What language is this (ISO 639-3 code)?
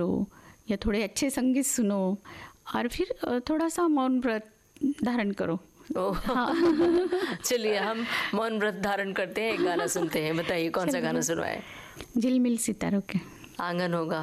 hin